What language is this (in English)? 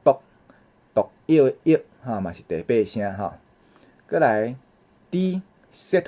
Min Nan Chinese